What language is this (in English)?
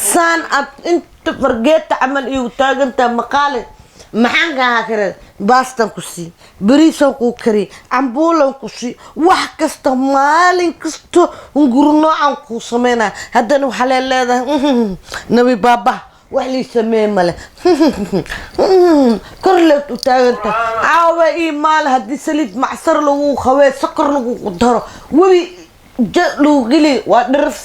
Somali